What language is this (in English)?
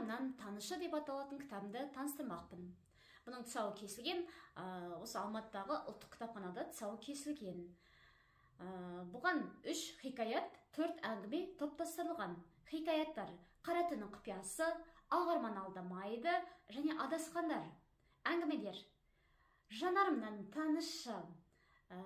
Kazakh